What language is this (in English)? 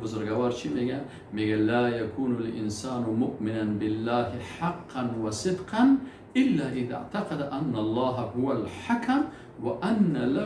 Persian